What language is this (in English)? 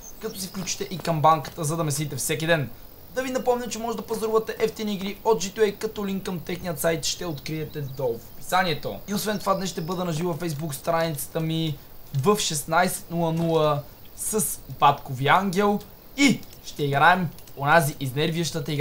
Bulgarian